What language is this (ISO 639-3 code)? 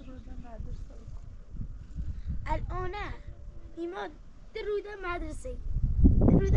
fas